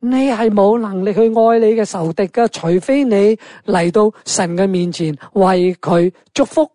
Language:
Cantonese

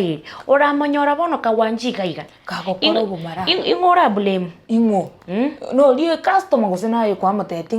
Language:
Gusii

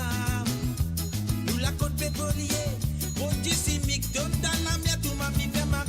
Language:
Morisyen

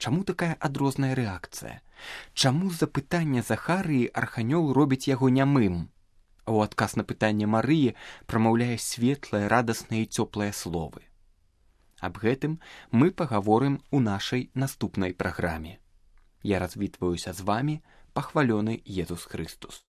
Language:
Belarusian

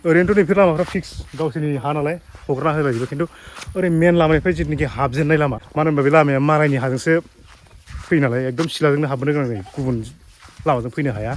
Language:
Bodo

